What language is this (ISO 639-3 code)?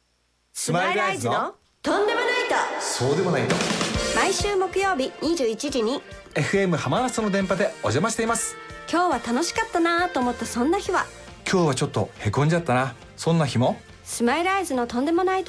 jpn